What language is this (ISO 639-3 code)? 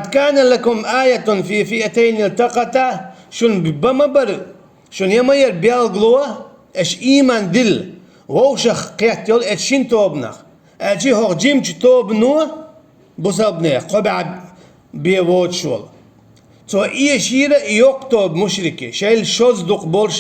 che